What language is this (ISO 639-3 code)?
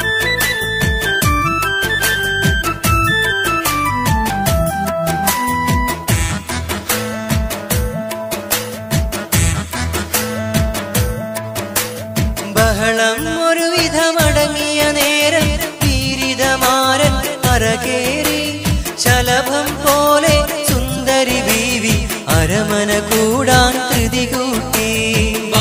mal